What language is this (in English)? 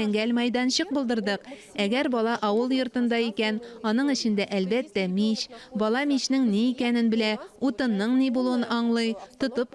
Tatar